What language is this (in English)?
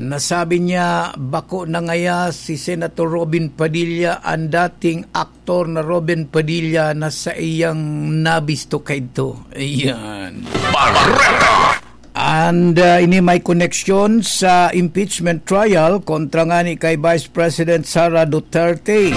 Bikol